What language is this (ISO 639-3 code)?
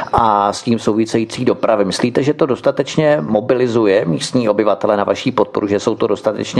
ces